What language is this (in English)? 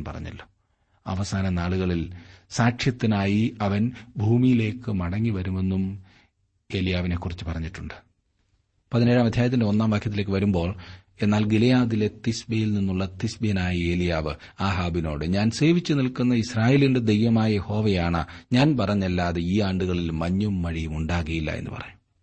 Malayalam